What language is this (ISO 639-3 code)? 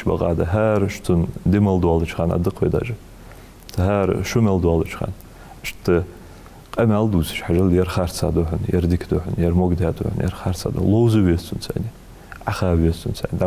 inh